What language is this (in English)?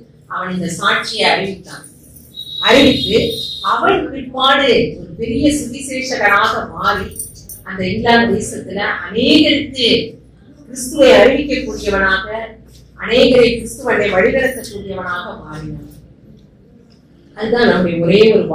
Tamil